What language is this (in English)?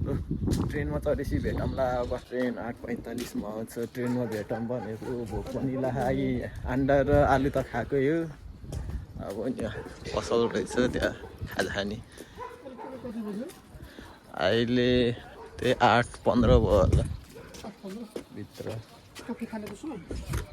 Nepali